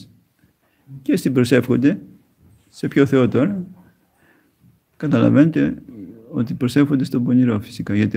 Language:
Greek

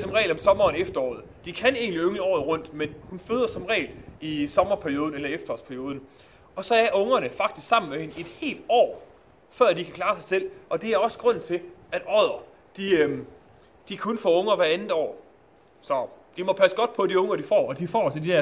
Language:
Danish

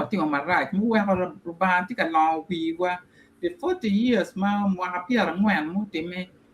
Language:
Acoli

